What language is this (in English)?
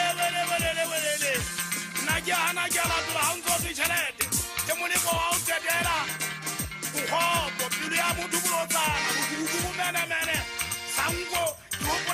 Southern Sotho